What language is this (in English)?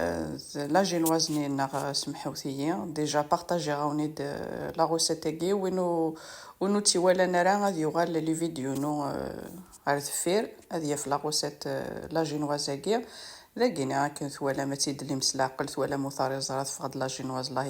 Kabyle